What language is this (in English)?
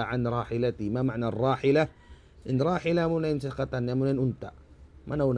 Tausug